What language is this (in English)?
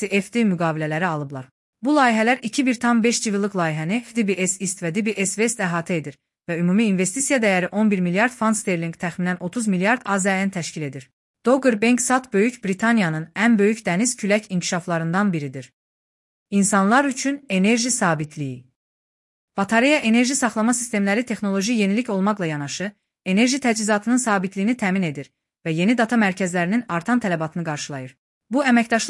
Azerbaijani